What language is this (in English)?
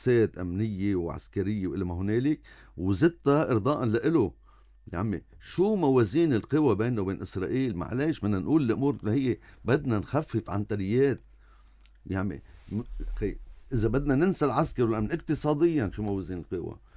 North Levantine Arabic